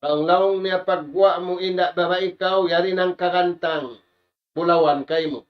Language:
Tausug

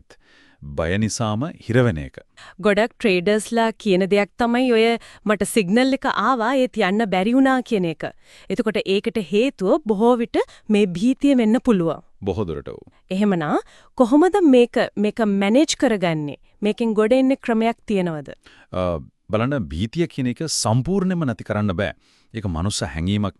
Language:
Sinhala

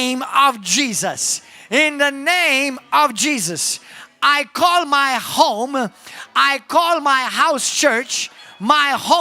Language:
English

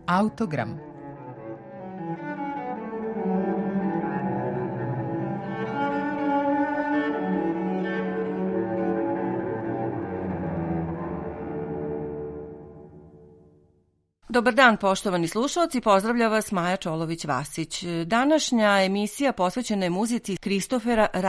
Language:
Serbian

